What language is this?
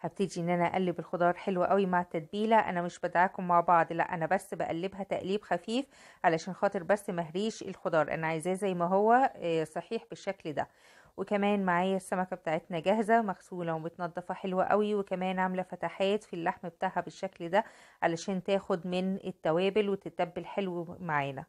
Egyptian Arabic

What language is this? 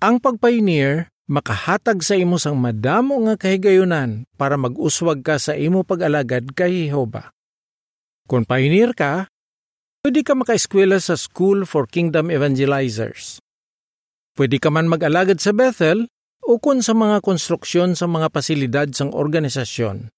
Hiligaynon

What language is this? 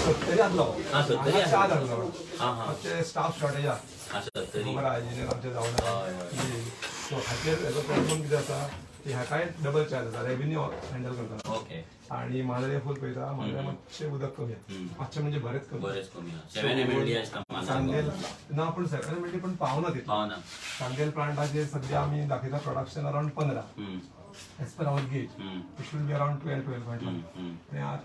Konkani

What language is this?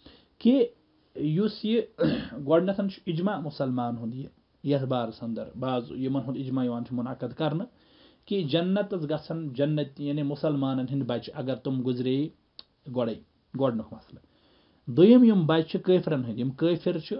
Kashmiri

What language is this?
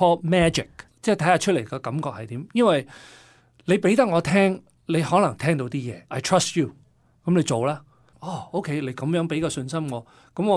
Cantonese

